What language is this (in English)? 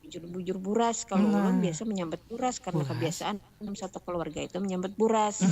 Banjar